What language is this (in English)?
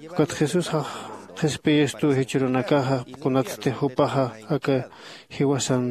Aymara